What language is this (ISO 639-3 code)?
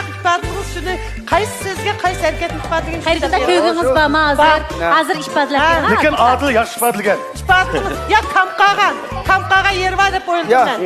uig